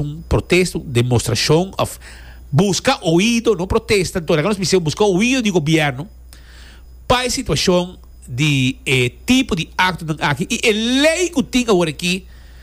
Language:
Papiamento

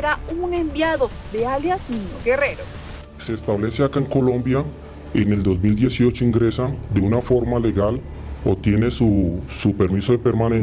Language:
Spanish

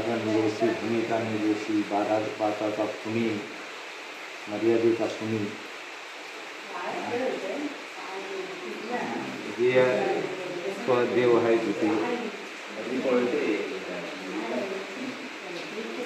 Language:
Marathi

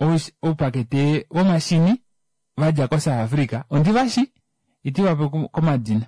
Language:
Kuanyama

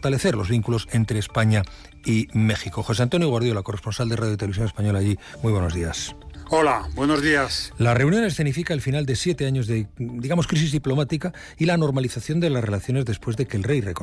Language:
Spanish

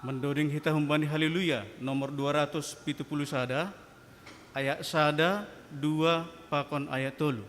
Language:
Batak Simalungun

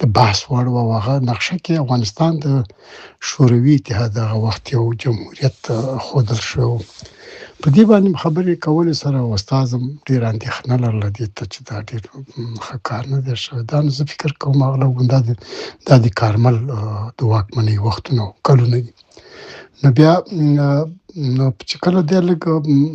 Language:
Pashto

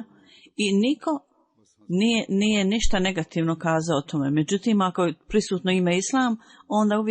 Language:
Bosnian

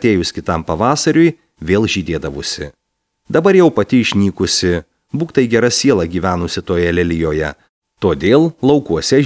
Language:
Lithuanian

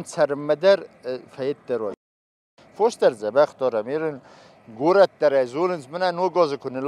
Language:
Ossetic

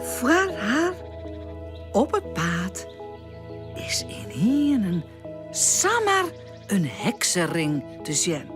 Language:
Western Frisian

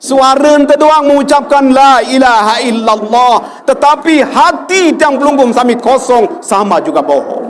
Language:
Sasak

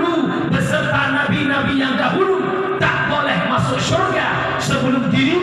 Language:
Achinese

